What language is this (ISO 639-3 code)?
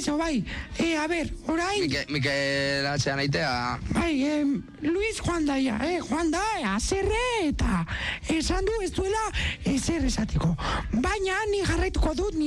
eus